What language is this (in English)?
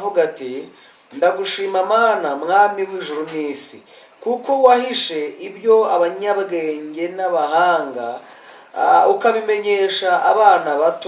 Kinyarwanda